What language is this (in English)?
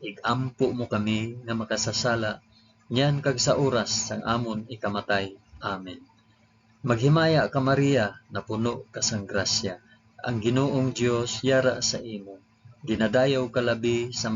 Hiligaynon